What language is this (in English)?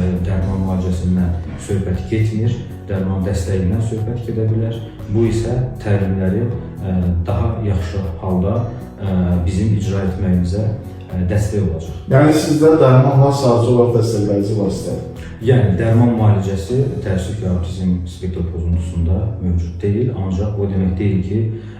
Azerbaijani